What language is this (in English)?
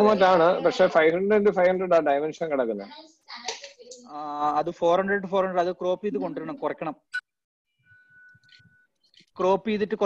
Malayalam